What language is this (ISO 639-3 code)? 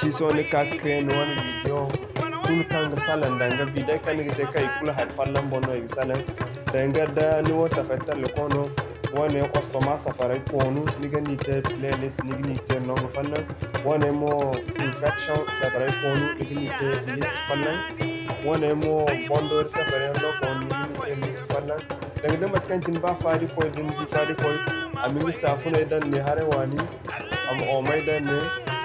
dje